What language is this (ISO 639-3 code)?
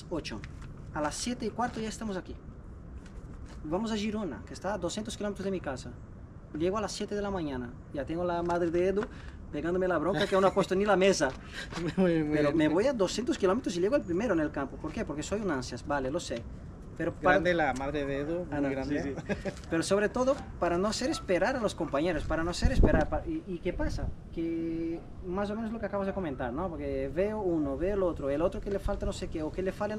spa